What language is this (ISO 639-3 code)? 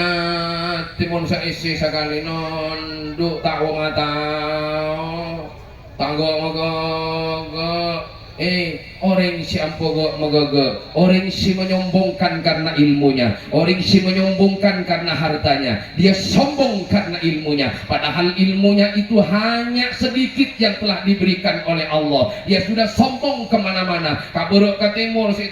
mad